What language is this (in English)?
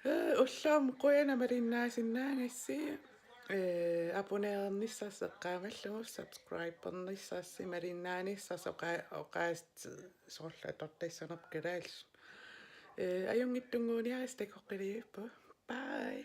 Kalaallisut